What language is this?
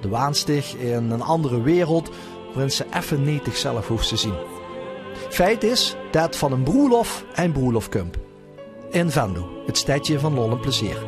Limburgish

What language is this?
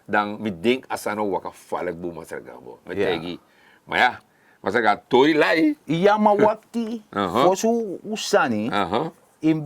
Sranan Tongo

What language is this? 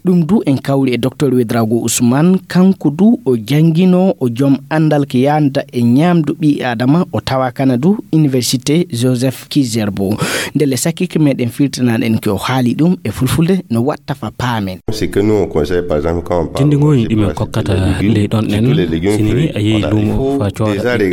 Fula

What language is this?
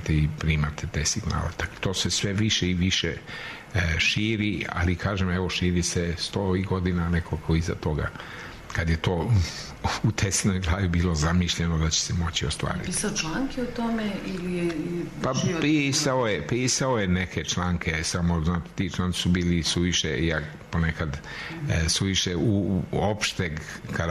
Serbian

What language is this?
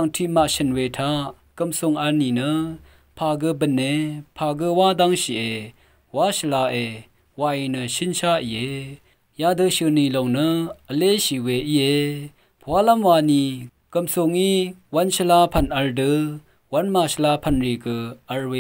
Rawang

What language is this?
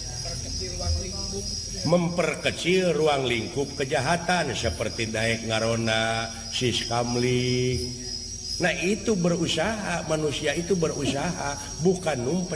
Sundanese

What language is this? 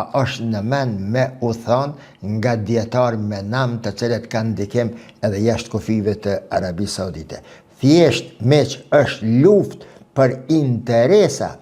Albanian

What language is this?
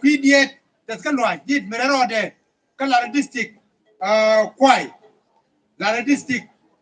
Nuer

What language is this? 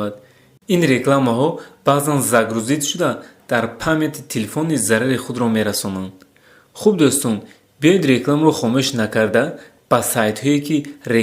Tajik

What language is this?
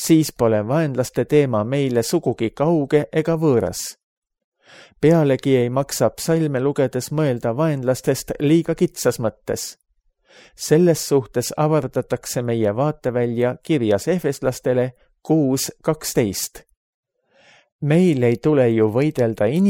Estonian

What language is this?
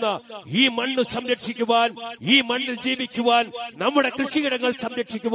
Malayalam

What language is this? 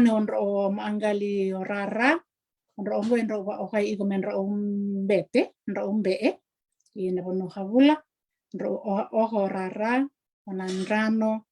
Fijian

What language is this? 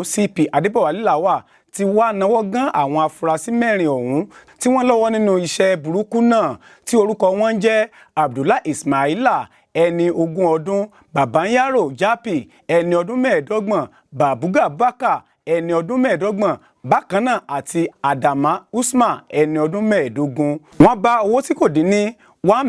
Yoruba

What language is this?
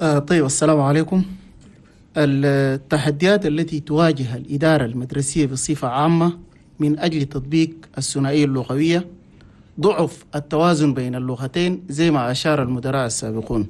Chadian Arabic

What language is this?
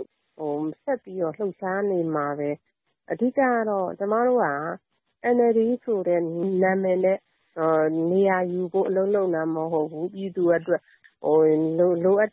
Burmese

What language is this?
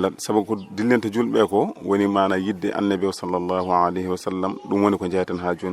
Fula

